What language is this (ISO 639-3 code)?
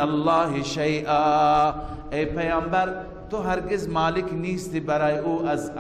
fas